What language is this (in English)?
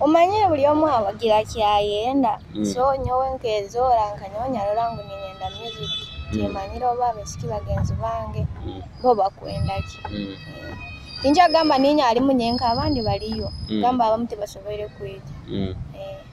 Nyoro